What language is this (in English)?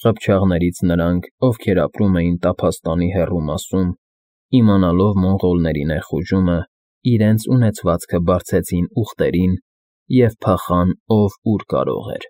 Armenian